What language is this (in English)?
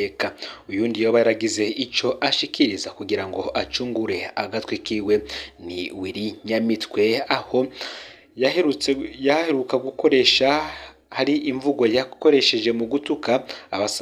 Rundi